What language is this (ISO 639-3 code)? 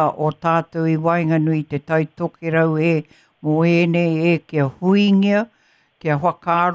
mri